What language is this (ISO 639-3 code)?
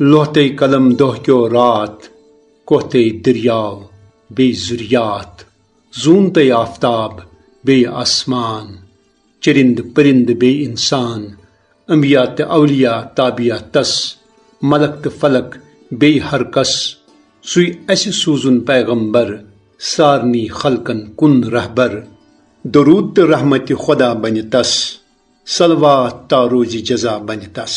kas